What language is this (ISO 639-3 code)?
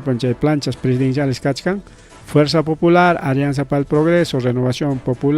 quy